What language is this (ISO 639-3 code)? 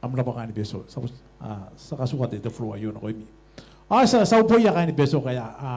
gil